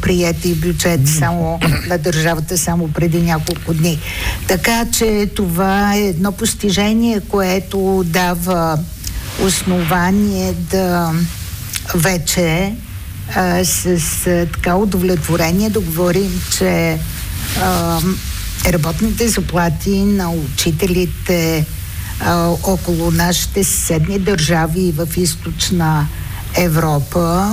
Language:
Bulgarian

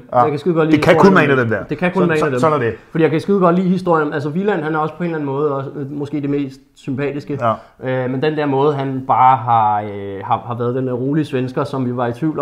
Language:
Danish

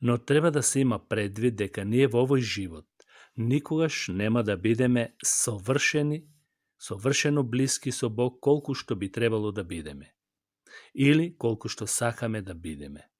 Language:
Macedonian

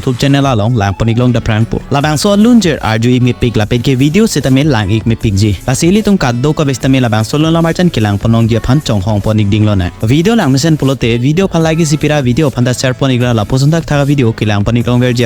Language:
Karbi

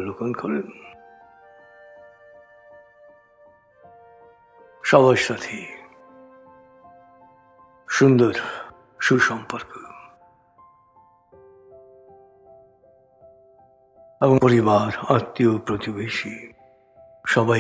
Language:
Bangla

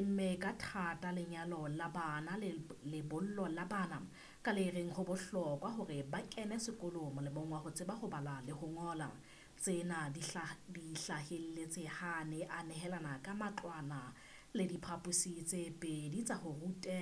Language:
Southern Sotho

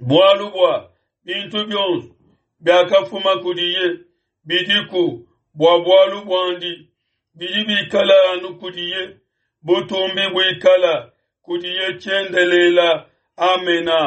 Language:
Luba-Lulua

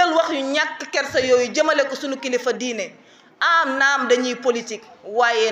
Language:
Wolof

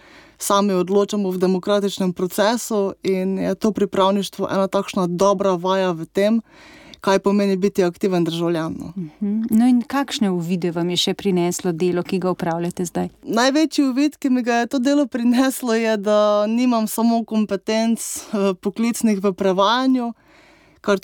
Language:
Slovenian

